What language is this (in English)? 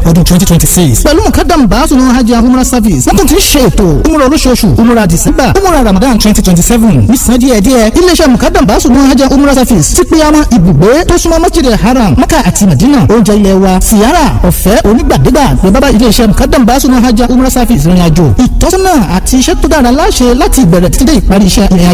Yoruba